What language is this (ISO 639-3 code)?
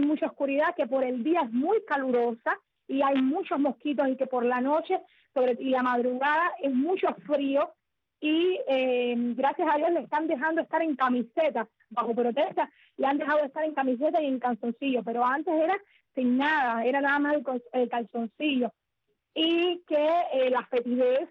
spa